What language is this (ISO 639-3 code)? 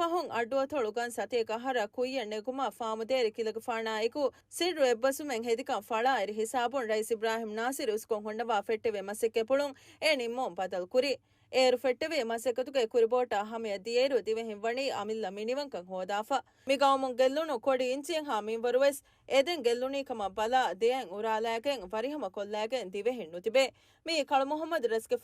div